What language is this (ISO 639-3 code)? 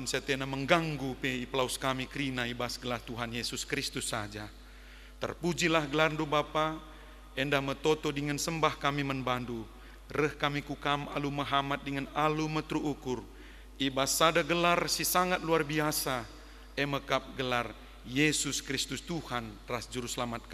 btx